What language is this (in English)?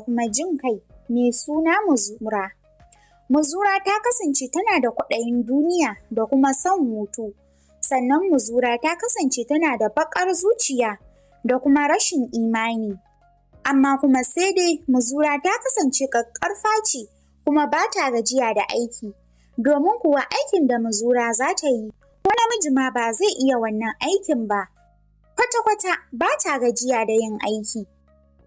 Hausa